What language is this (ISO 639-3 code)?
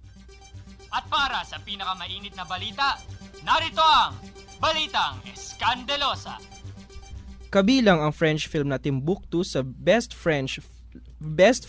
fil